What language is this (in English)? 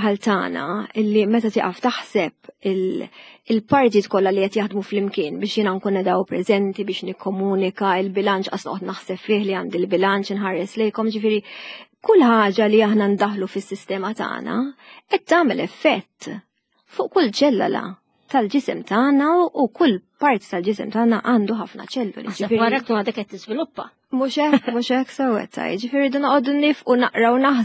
Maltese